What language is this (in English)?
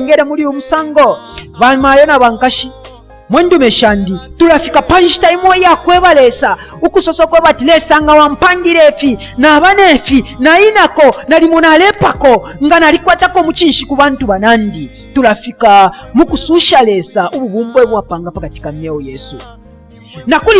Bemba